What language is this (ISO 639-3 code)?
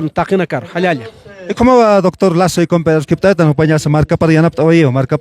aym